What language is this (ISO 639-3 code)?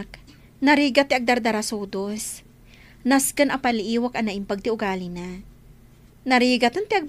ilo